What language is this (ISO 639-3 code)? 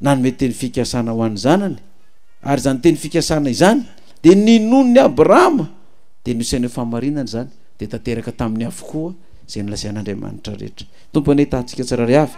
mlg